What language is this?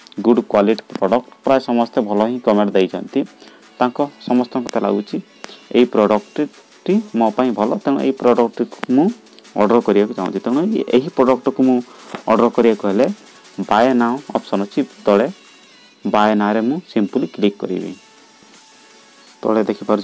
Odia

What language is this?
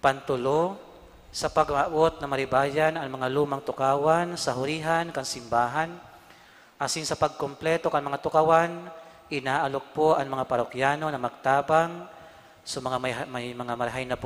Bikol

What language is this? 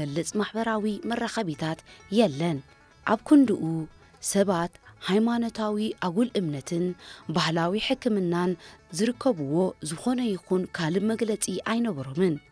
Tigrinya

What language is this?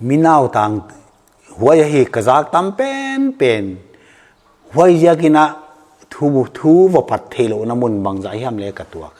Paite Chin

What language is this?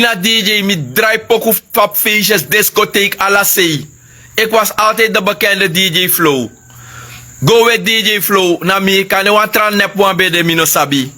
Sranan Tongo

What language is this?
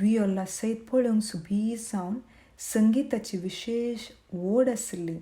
Konkani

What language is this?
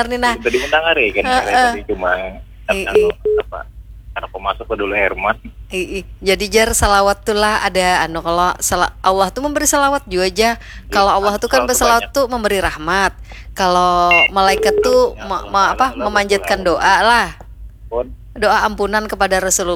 Banjar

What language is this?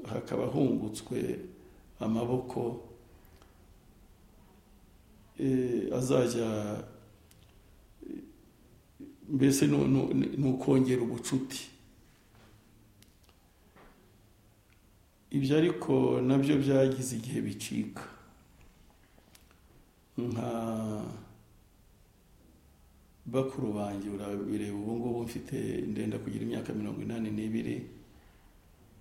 Kinyarwanda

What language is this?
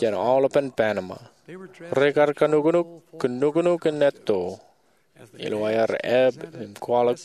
Marshallese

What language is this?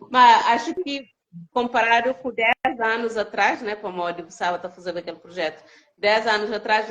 Kabuverdianu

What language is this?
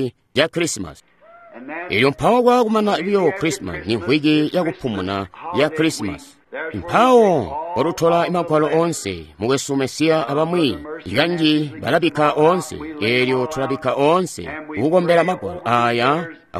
Tonga (Zambia)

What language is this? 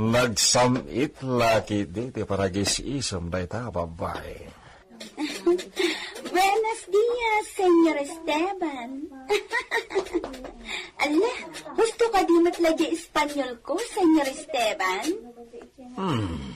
Iloko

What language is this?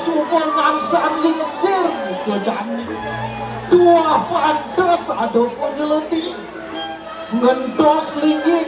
Balinese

